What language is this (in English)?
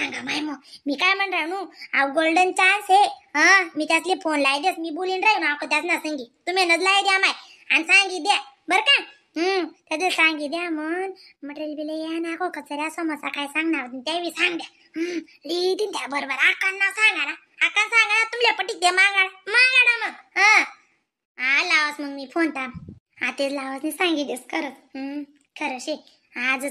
Khandesi